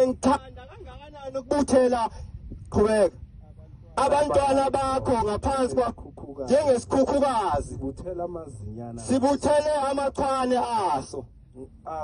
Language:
Zulu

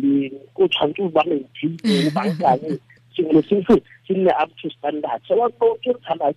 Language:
Tswana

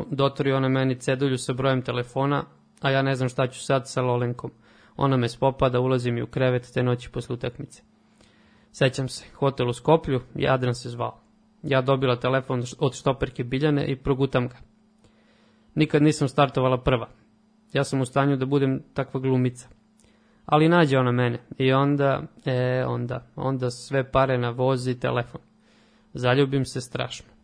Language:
Serbian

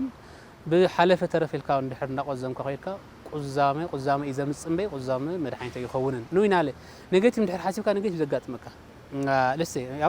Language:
Tigrinya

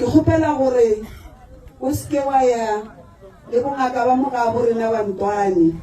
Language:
Northern Sotho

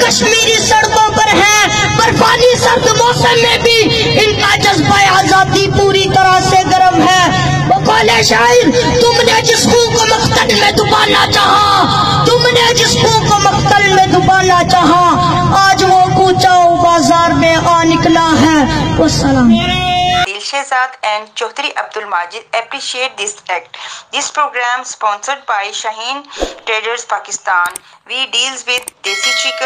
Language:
Urdu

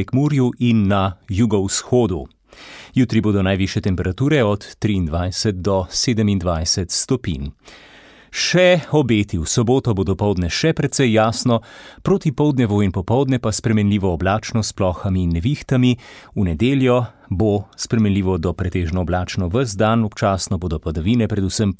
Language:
Slovenian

